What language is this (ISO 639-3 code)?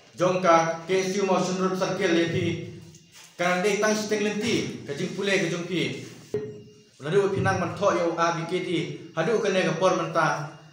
kha